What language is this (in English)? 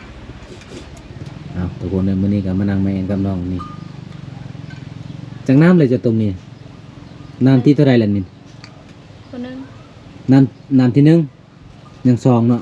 Lao